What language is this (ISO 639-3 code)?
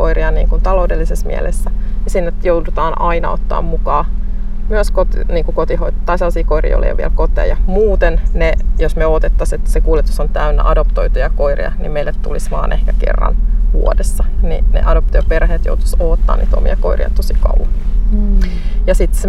fin